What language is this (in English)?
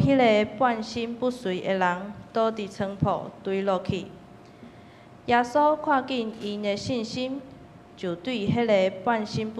Min Nan Chinese